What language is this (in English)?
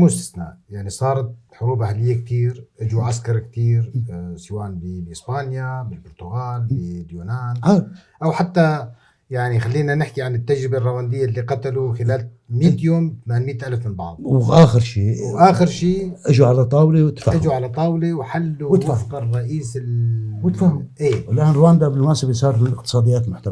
North Levantine Arabic